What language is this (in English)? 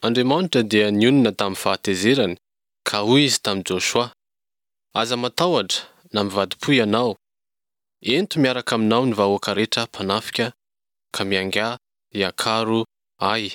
Malagasy